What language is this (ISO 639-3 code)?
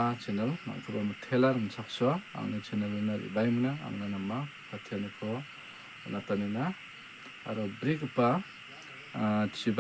grt